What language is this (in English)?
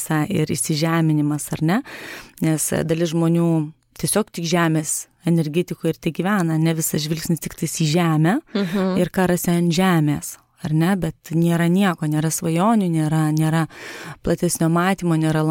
Lithuanian